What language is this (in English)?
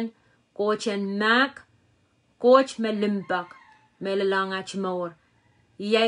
Pohnpeian